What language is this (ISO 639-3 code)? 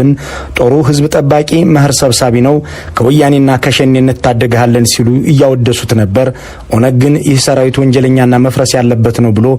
amh